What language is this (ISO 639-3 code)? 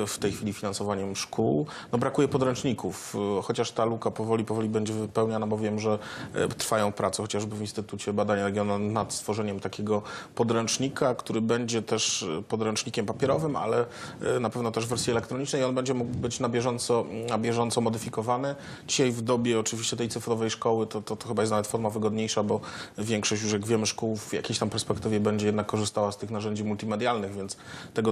szl